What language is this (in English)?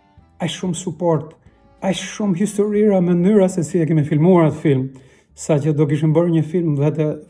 Albanian